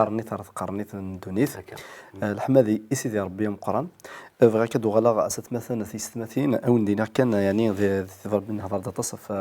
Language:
Kabyle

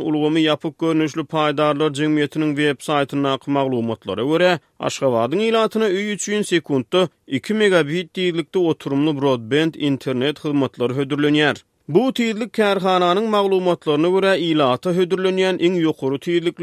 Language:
Turkmen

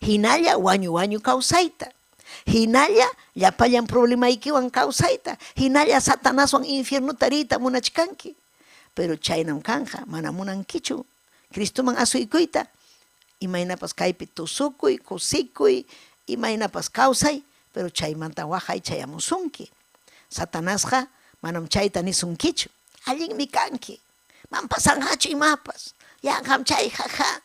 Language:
Ayacucho Quechua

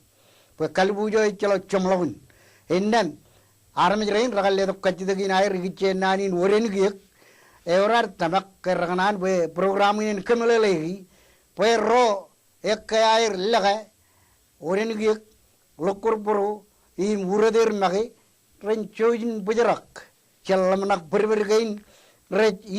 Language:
Marshallese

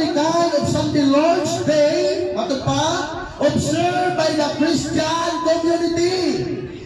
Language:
Cebuano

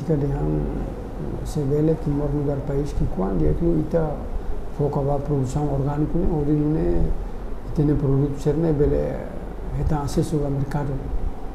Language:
Tetum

